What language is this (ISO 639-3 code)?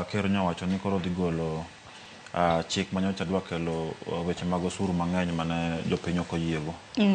luo